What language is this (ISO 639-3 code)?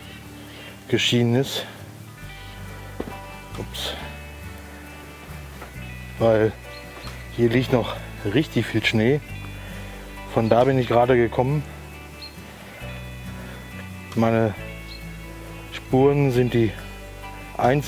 deu